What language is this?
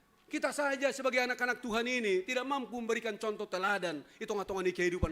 Batak Simalungun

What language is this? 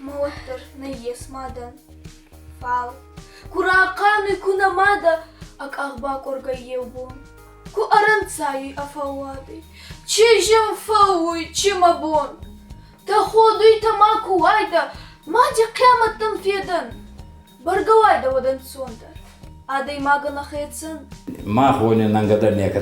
Ossetic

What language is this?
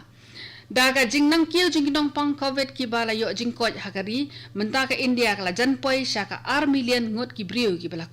Khasi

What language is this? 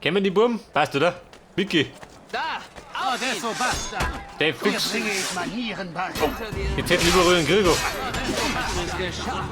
Bavarian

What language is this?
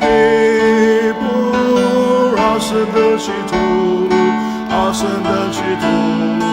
Ao Naga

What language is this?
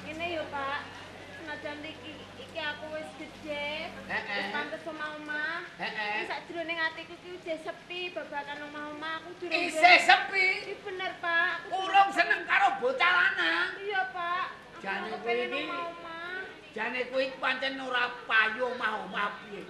Javanese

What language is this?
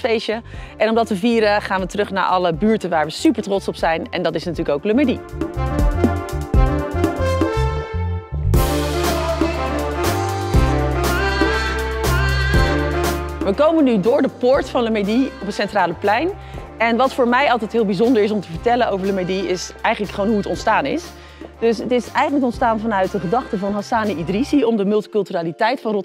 Dutch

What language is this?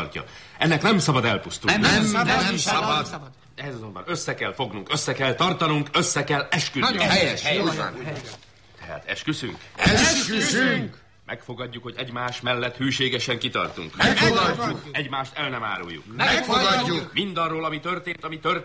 Hungarian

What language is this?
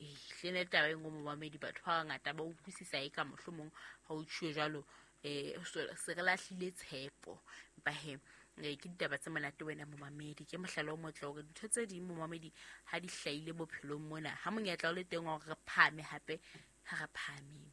Southern Sotho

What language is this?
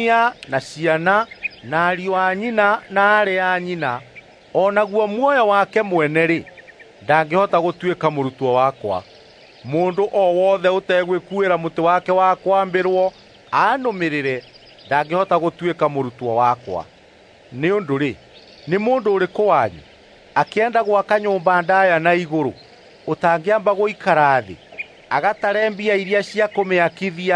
Kikuyu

